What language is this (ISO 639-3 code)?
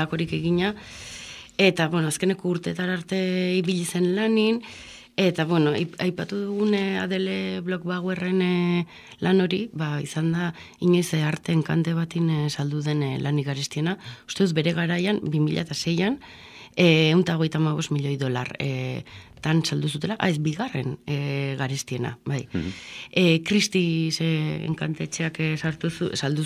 eus